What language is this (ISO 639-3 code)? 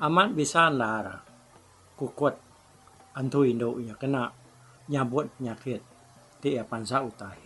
iba